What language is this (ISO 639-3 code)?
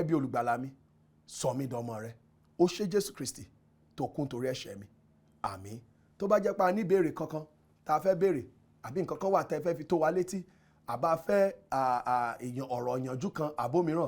yor